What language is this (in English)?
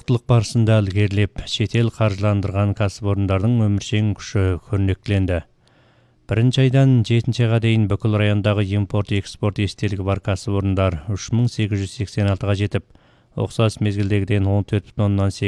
Kazakh